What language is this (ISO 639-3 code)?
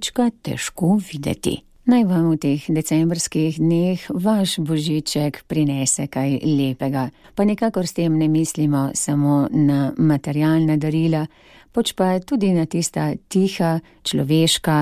slv